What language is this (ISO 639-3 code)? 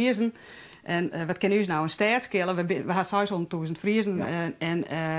fry